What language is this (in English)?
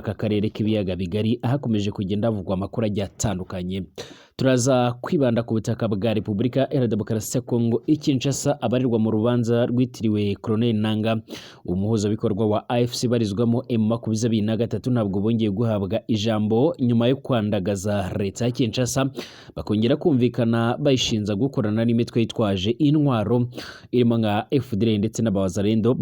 Kinyarwanda